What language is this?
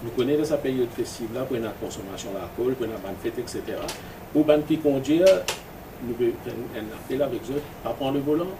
Morisyen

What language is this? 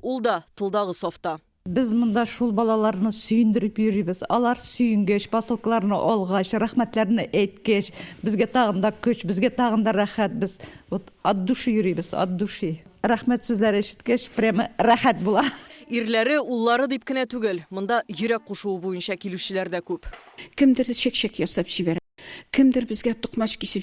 Tatar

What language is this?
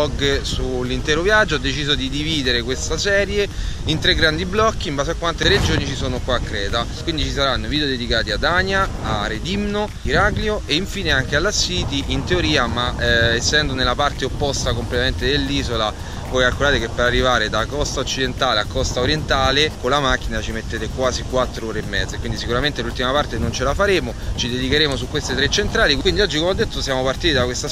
Italian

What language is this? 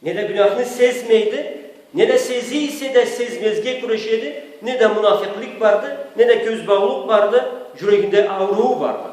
Karachay-Balkar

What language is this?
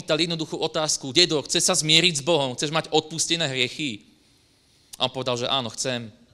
Slovak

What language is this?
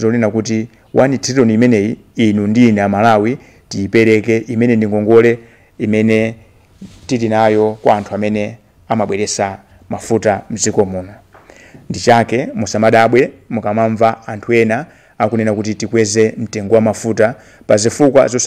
Nyanja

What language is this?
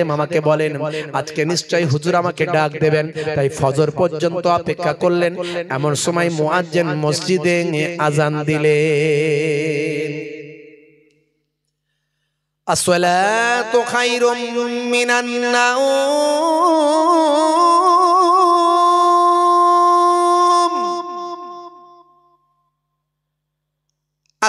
Bangla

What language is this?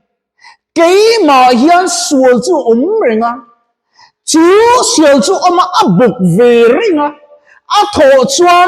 Mizo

